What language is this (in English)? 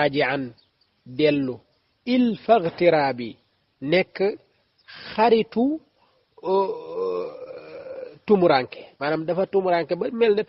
Wolof